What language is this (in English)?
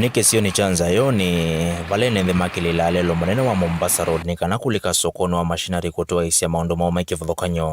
Kamba